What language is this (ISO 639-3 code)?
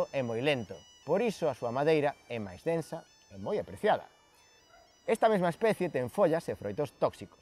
glg